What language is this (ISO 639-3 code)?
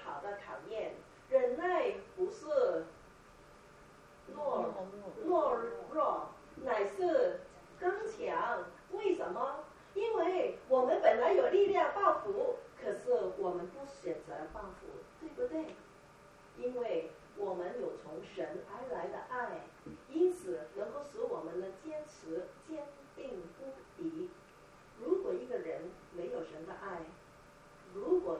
zho